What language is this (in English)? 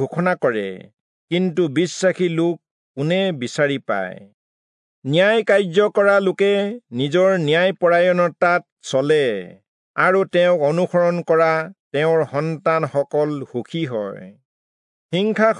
Assamese